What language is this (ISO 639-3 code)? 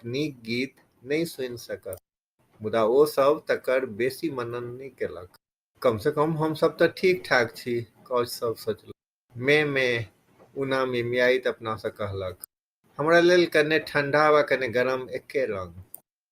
mai